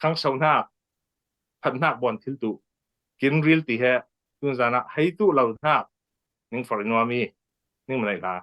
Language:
Falam Chin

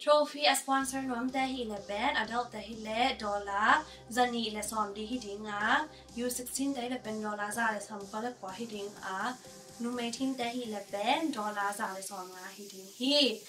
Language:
Tedim Chin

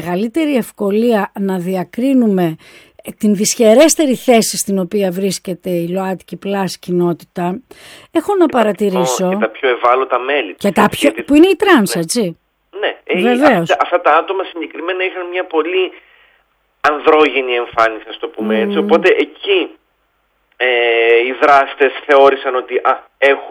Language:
Greek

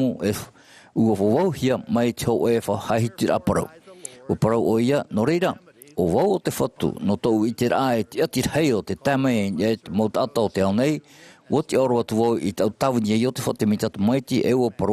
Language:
Tahitian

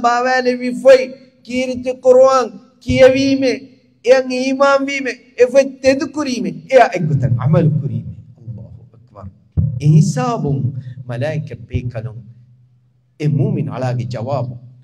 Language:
Divehi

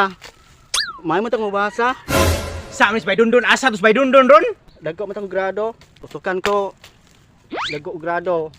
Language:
Cebuano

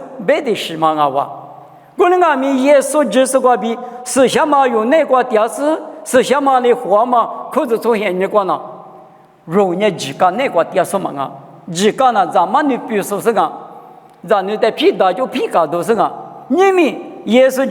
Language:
Lisu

